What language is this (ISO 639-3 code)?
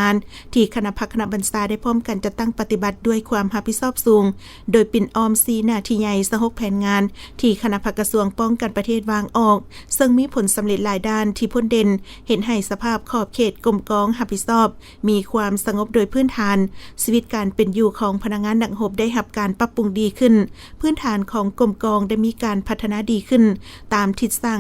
lao